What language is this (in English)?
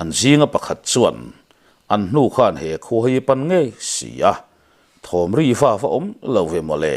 Mizo